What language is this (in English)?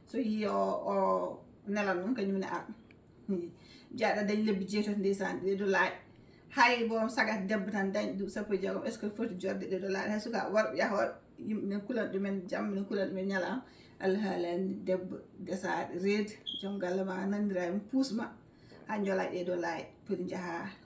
Fula